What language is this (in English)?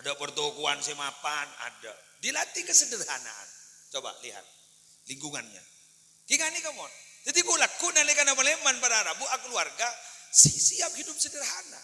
Madurese